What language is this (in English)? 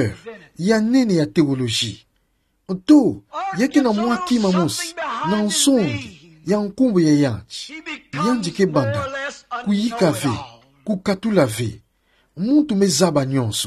Kituba (Democratic Republic of Congo)